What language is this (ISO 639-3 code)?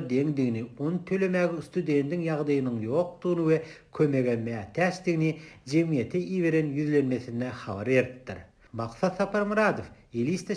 tuk